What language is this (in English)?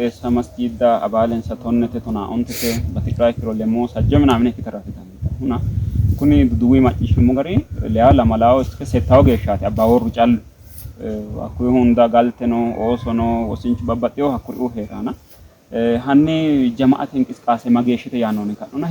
Sidamo